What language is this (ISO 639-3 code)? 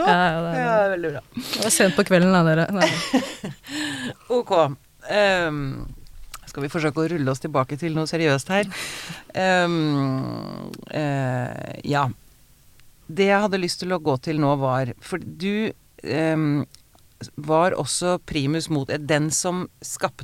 nor